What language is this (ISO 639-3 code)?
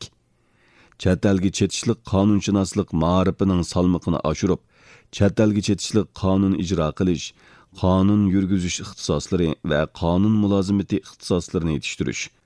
uig